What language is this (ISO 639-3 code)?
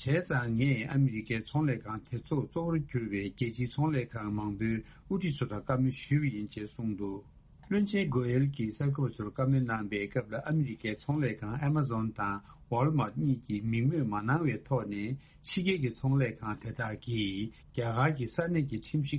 bod